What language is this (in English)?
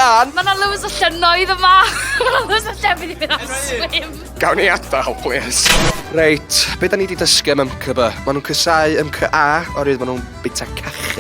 Welsh